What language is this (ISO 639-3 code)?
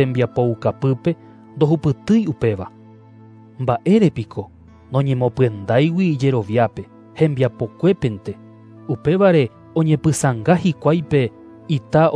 grn